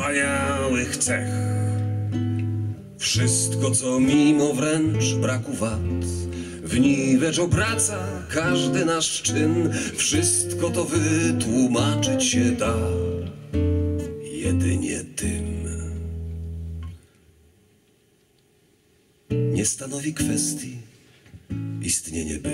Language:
Polish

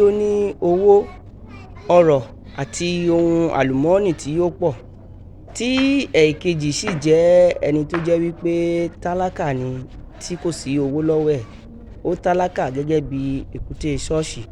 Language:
Yoruba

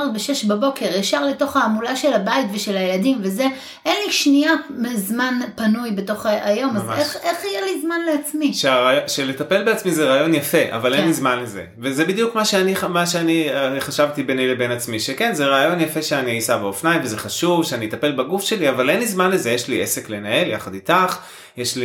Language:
Hebrew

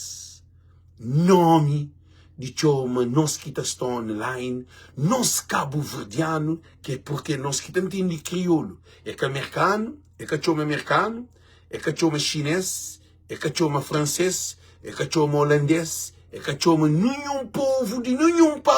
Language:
Kabuverdianu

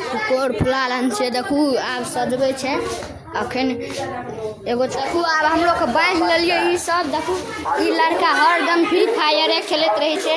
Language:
Maithili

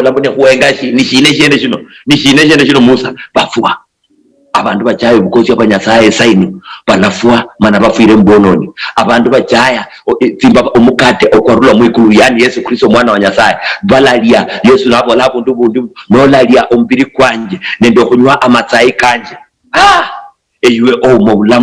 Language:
Luyia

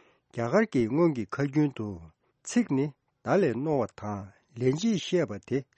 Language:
Tibetan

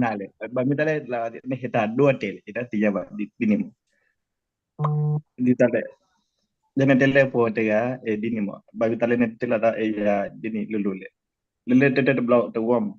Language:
S'gaw Karen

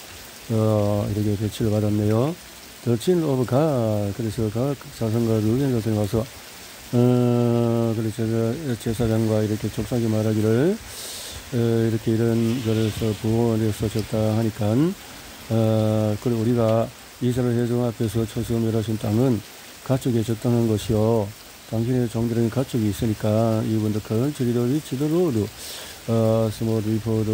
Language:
Korean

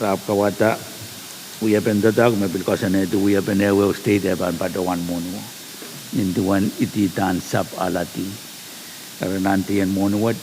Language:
Pohnpeian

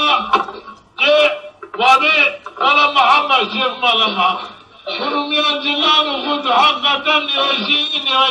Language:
Zaza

